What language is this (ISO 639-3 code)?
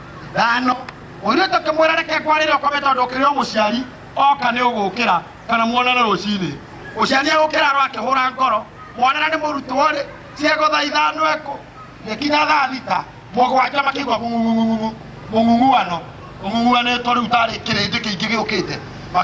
kik